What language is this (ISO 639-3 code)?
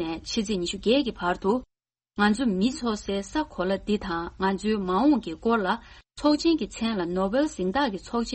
bod